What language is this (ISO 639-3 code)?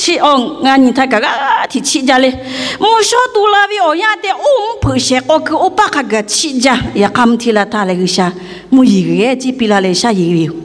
lhu